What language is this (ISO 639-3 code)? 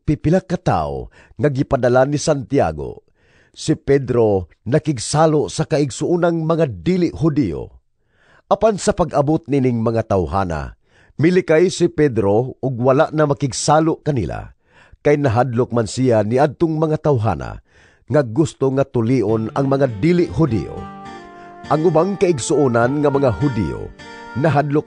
ceb